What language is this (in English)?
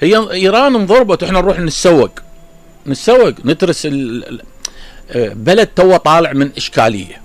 Mesopotamian Arabic